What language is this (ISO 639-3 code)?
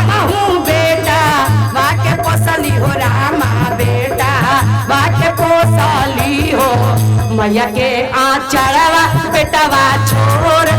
mag